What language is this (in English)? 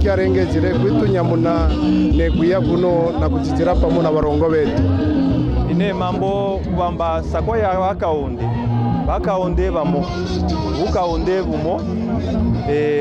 Kaonde